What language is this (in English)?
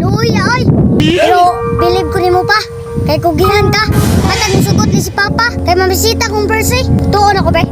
Cebuano